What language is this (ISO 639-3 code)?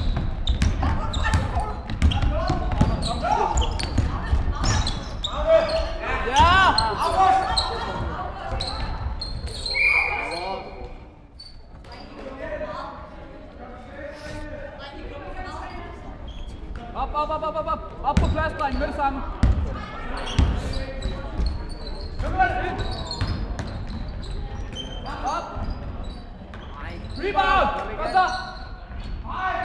dan